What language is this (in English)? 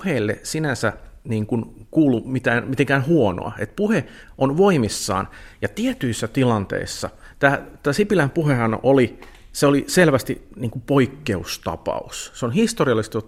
Finnish